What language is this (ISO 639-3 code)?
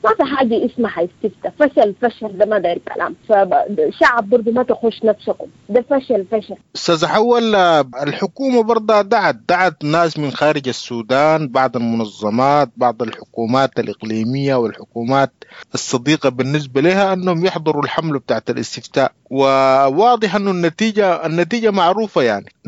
apd